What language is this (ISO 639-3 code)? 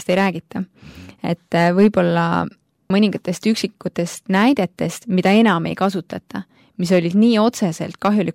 est